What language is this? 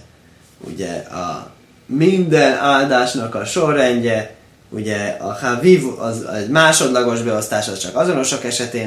Hungarian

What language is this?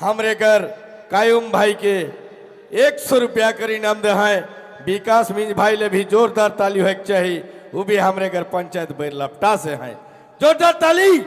Sadri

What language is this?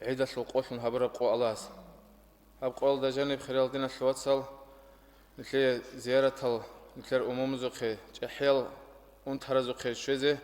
Avaric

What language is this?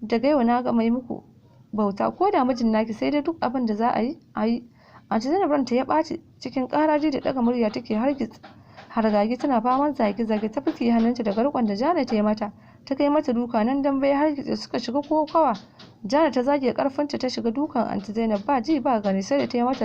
Hausa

